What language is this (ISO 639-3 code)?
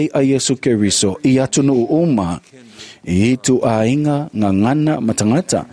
smo